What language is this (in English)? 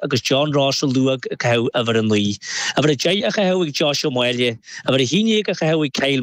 Irish